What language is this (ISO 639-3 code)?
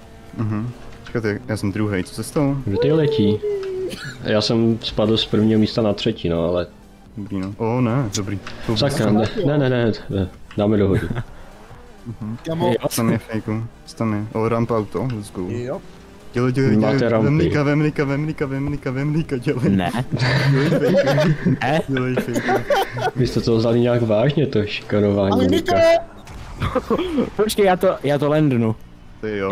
ces